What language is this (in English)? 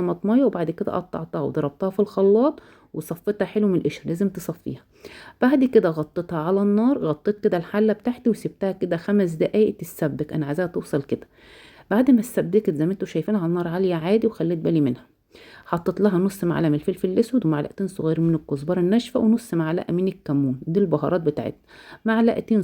Egyptian Arabic